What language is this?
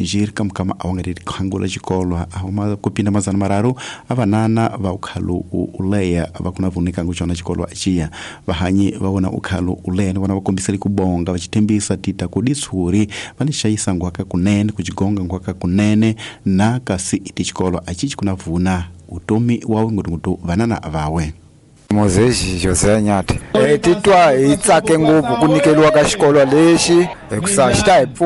Tsonga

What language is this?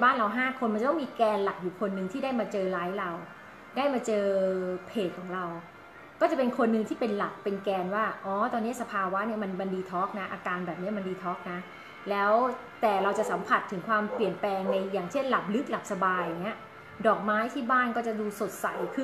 Thai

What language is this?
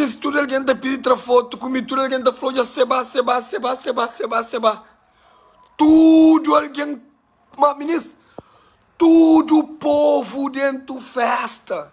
Kabuverdianu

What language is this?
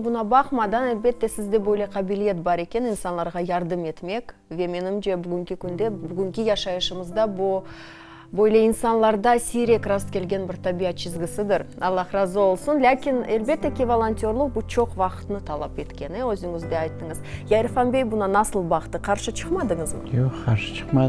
Crimean Tatar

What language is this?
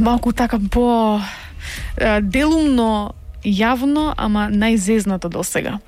Macedonian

